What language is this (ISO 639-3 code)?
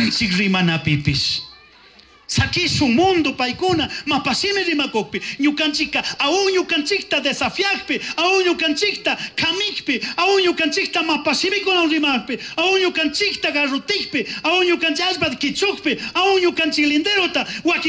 qug